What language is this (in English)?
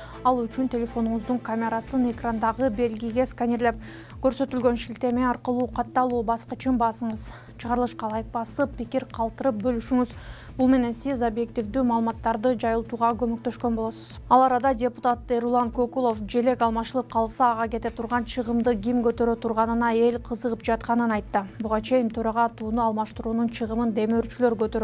Kyrgyz